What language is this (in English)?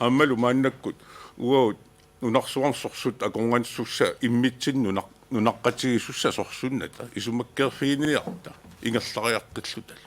Kalaallisut